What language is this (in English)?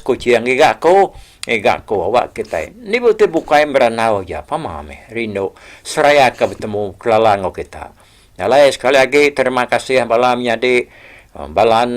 Iban